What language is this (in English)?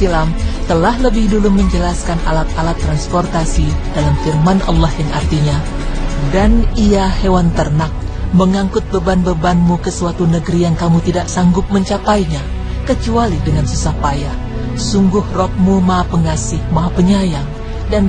Indonesian